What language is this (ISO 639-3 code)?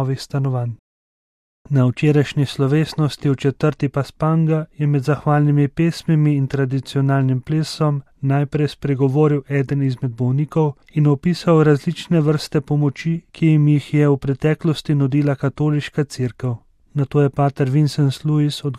slv